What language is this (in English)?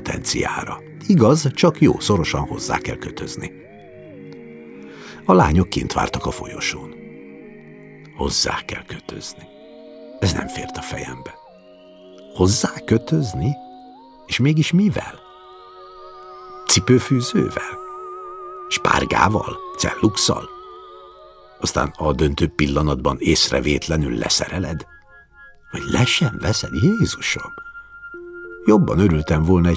Hungarian